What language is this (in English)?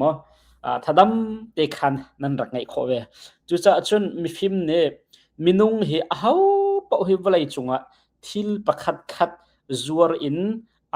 Hakha Chin